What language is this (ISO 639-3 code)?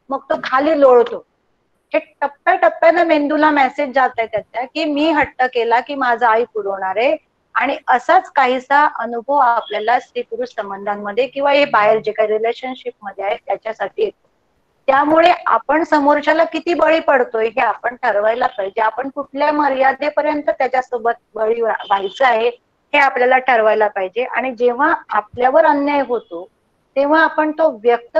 mar